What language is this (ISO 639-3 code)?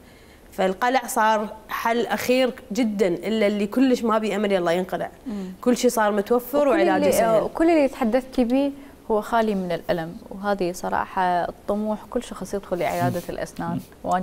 acm